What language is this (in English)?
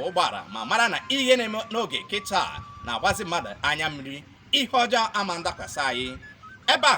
Igbo